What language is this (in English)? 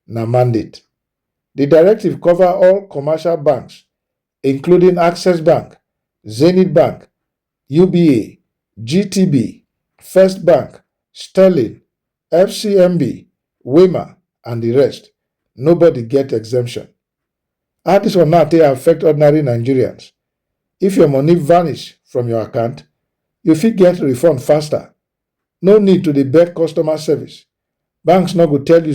Nigerian Pidgin